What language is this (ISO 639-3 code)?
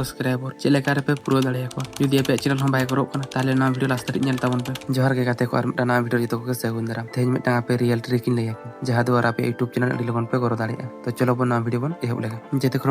sat